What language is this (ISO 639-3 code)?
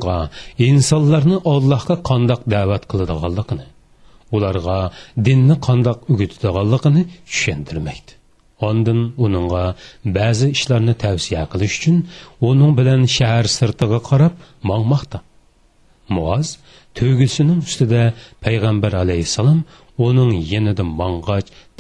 uig